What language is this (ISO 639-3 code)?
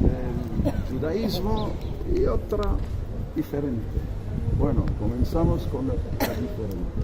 lad